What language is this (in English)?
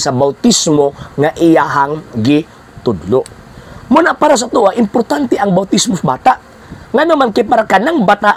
Cebuano